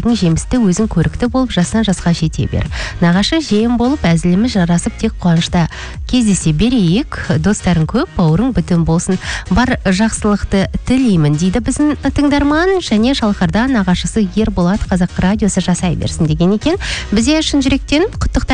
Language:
Kazakh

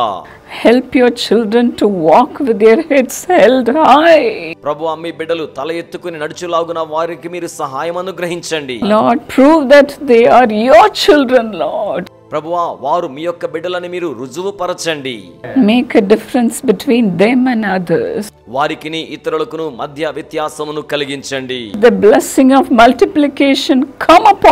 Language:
Telugu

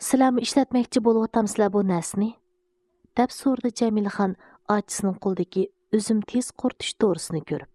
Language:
Uyghur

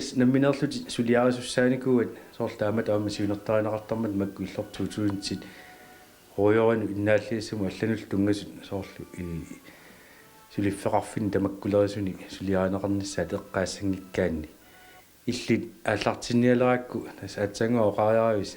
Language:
Kalaallisut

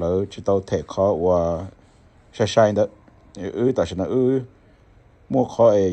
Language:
Hmong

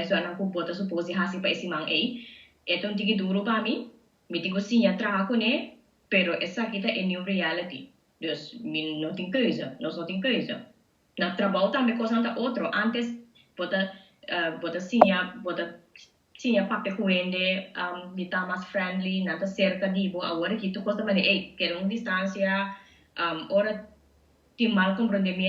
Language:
Papiamento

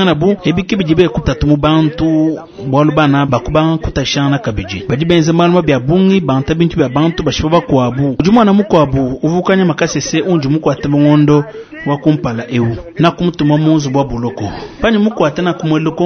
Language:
Luba-Lulua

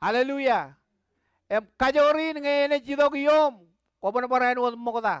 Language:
Marshallese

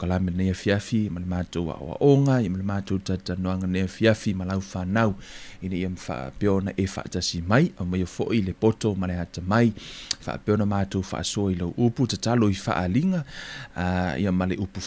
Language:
Samoan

